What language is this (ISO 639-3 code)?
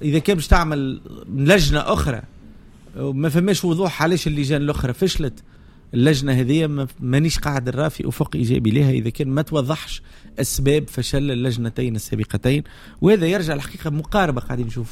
aeb